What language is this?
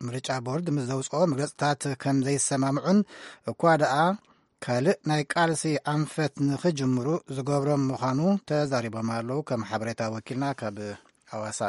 Tigrinya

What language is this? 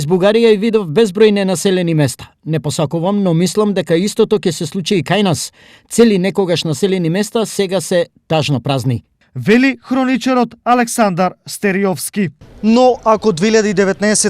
Macedonian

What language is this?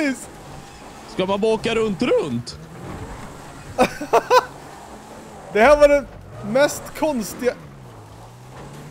Swedish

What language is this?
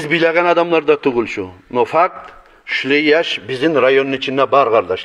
Kumyk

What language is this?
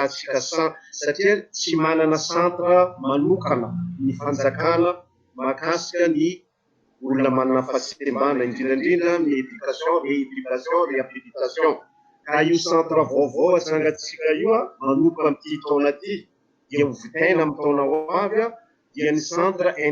Malagasy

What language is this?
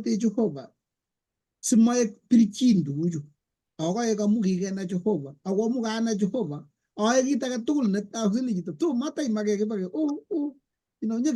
Kalenjin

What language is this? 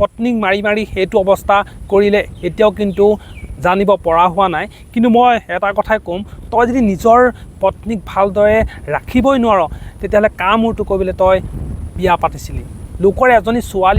Assamese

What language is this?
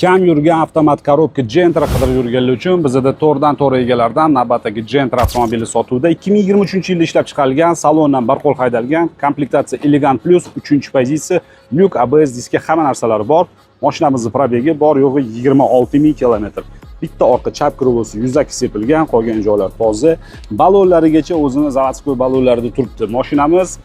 Uzbek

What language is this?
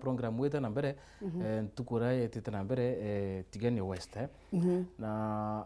Meru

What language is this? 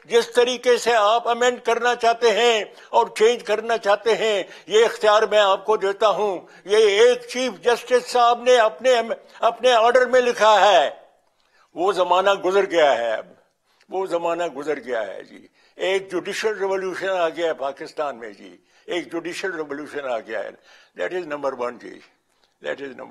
Urdu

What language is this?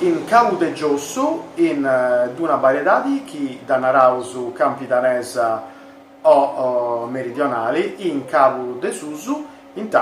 Sardinian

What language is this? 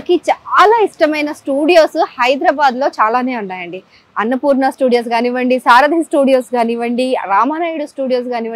Telugu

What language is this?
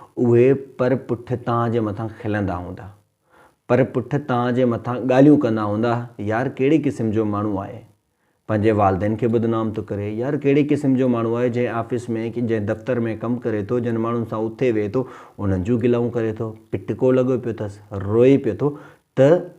Sindhi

